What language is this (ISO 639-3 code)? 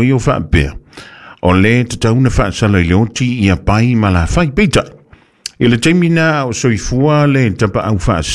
smo